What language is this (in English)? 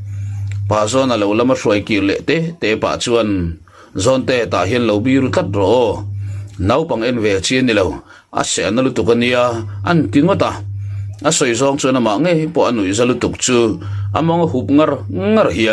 Mizo